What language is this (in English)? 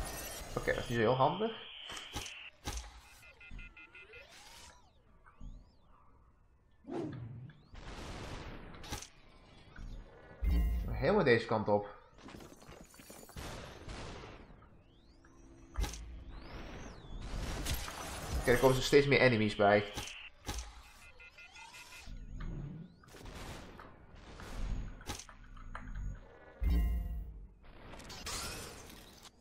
Dutch